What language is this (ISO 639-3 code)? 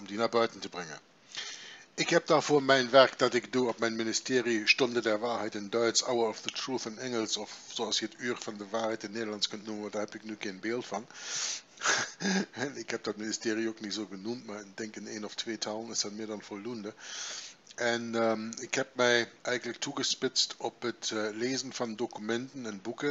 nld